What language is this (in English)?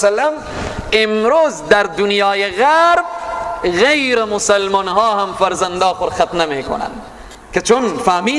Persian